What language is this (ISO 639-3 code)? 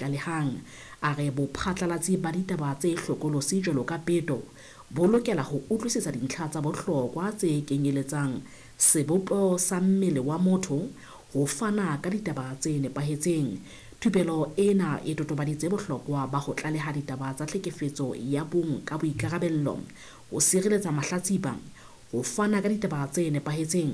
sot